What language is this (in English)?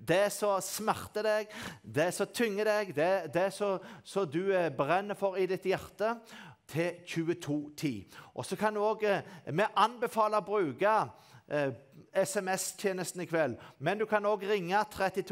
Norwegian